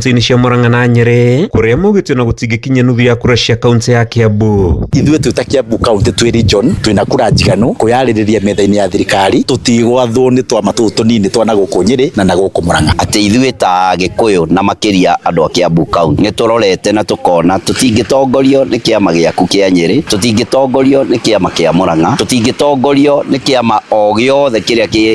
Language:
Kikuyu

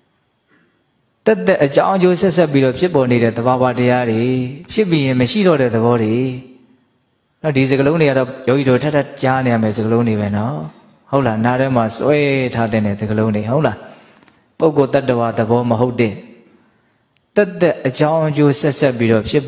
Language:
Burmese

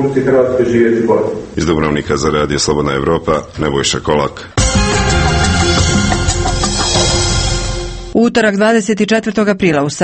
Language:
Croatian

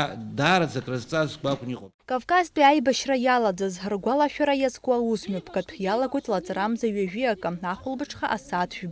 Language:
Abkhazian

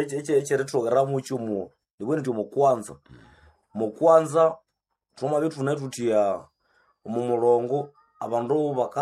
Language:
Nande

